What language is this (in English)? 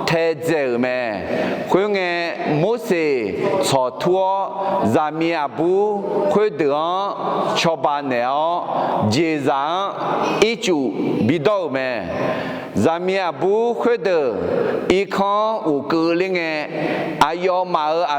Akha